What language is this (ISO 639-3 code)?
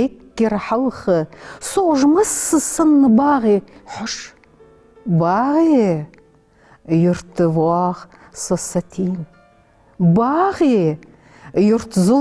inh